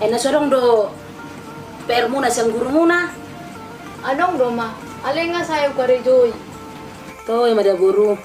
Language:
Batak Toba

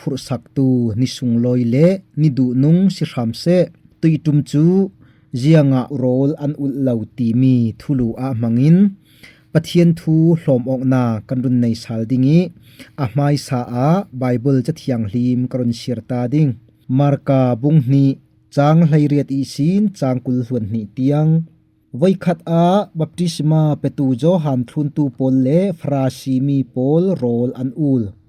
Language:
Falam Chin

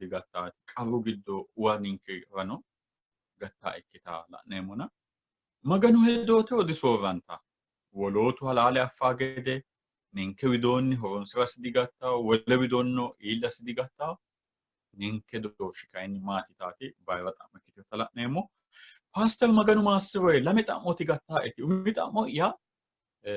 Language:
Sidamo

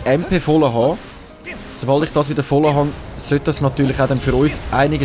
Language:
Swiss German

